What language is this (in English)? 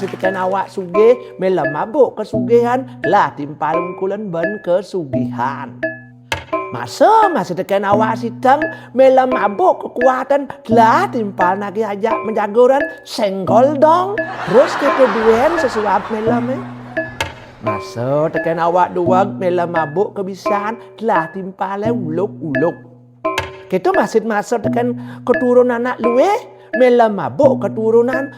Balinese